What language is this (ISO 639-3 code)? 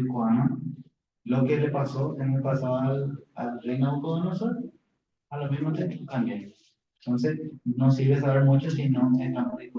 grn